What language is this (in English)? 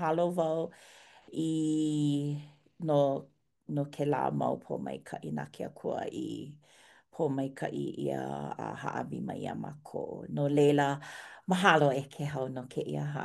Hawaiian